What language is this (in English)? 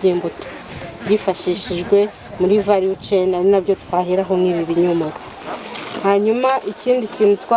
Kinyarwanda